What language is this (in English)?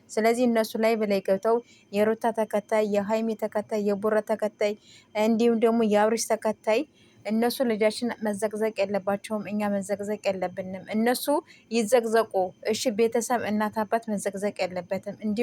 Amharic